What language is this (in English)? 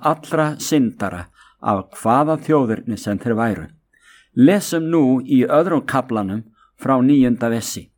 Icelandic